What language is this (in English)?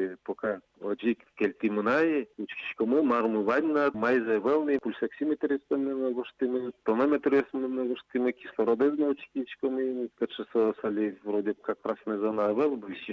Udmurt